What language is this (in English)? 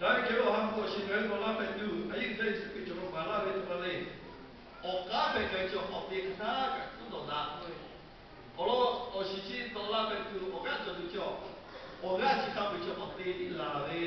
Lahu